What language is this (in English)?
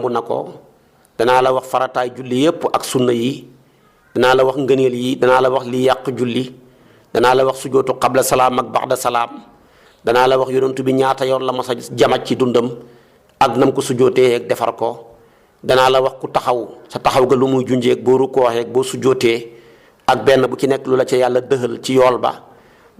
Wolof